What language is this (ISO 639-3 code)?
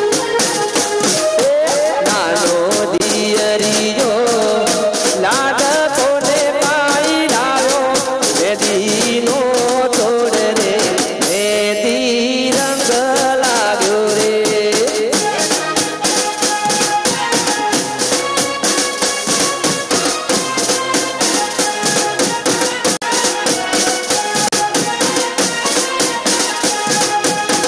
guj